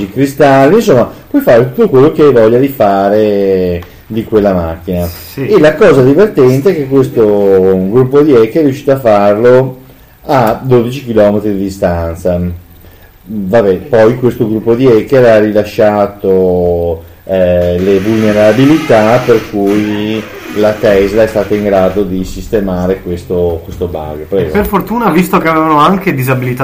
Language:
Italian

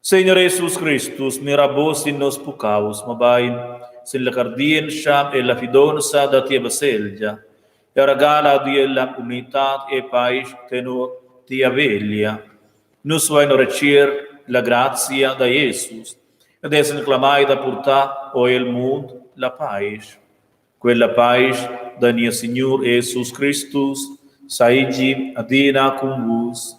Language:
Romansh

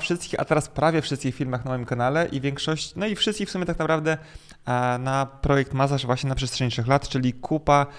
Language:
Polish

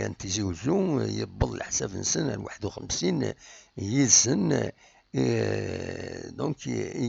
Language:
Kabyle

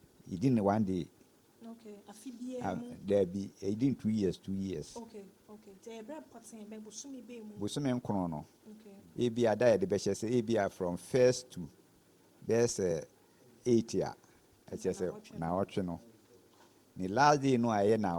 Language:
Akan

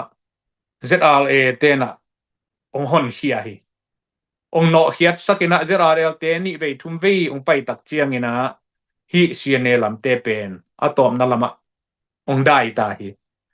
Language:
Tedim Chin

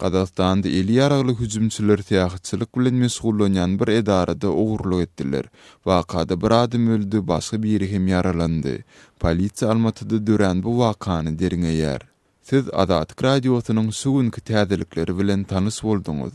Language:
Turkmen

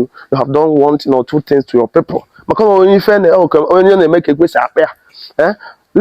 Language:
Igbo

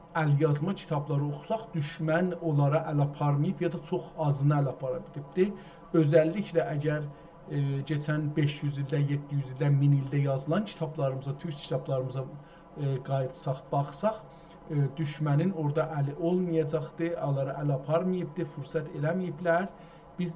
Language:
South Azerbaijani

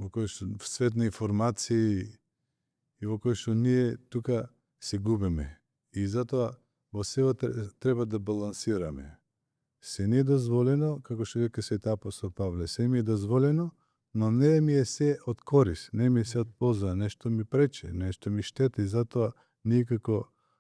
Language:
Macedonian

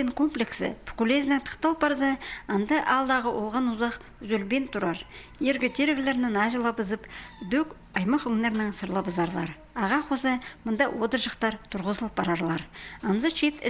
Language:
Khakas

